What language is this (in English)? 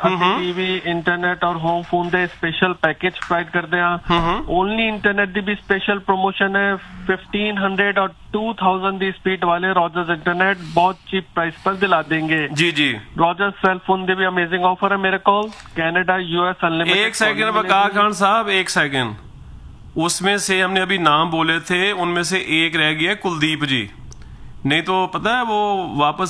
Punjabi